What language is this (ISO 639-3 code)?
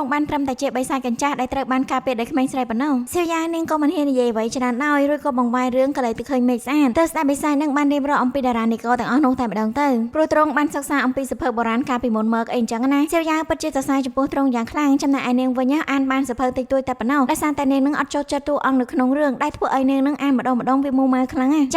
khm